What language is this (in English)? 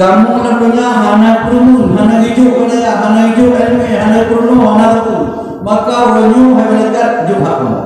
Achinese